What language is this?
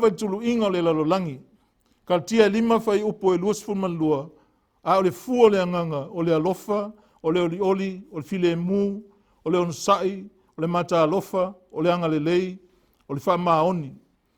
Samoan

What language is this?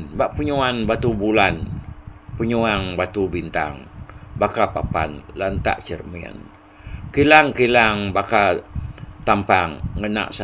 Iban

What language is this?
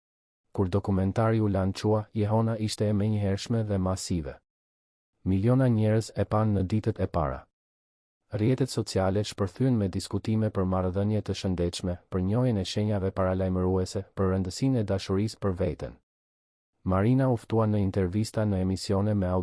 Albanian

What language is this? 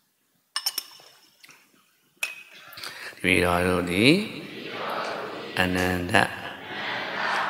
Burmese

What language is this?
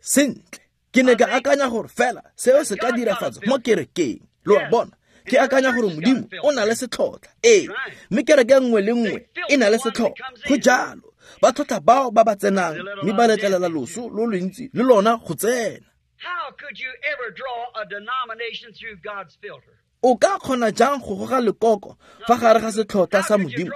Tswana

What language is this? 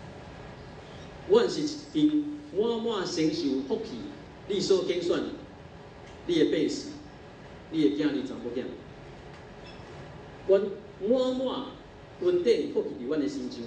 Min Nan Chinese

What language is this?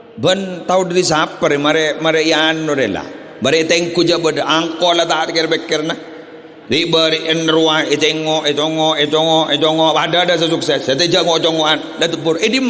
Madurese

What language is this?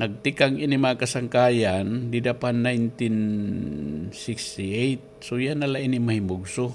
Waray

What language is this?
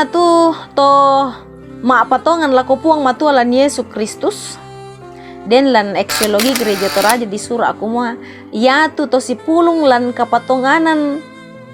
Toraja-Sa'dan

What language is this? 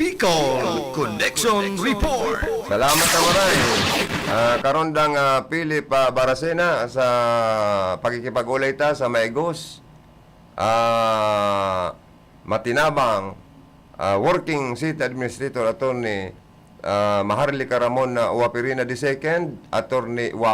Bikol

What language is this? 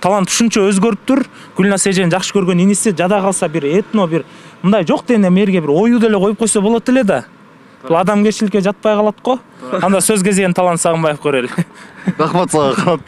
Kyrgyz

